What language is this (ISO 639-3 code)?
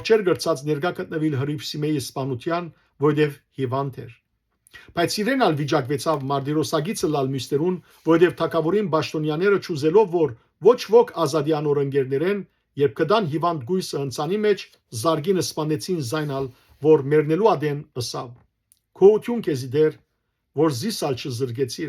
hyw